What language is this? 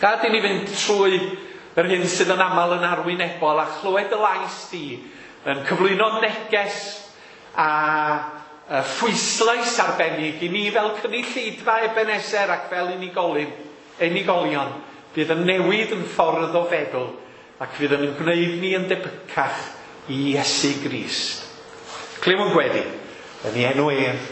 Welsh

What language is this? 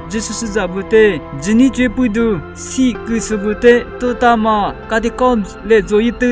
Lisu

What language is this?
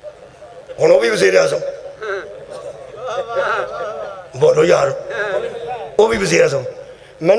Urdu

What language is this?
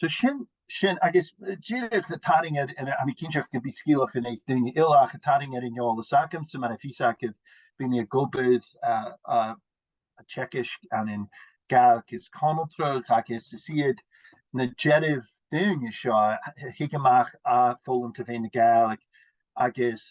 Scottish Gaelic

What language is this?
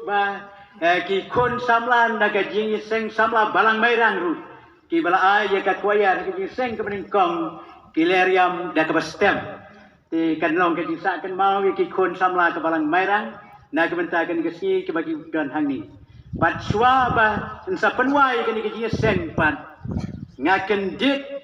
Khasi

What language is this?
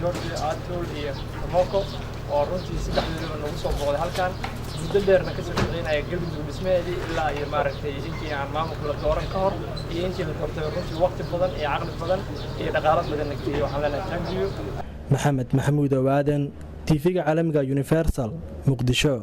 Somali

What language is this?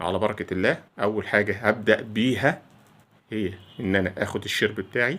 Egyptian Arabic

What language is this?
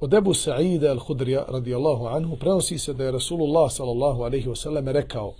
Bosnian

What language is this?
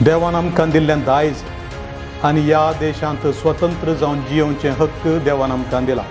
Konkani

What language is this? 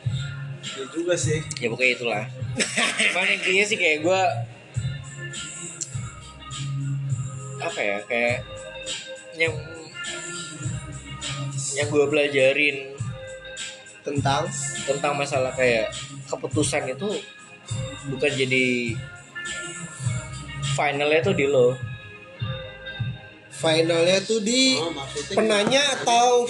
Indonesian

